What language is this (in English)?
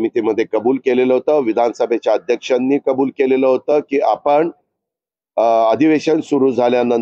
Marathi